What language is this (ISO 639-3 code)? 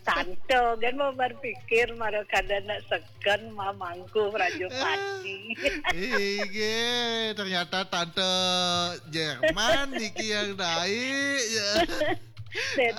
ban